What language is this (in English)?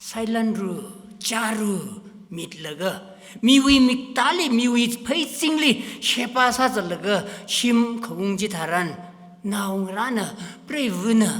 Tangkhul Naga (India)